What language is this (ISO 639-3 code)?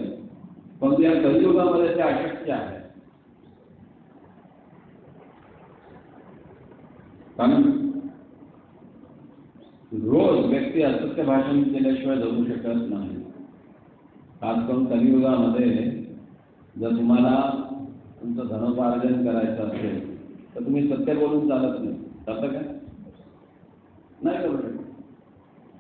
mar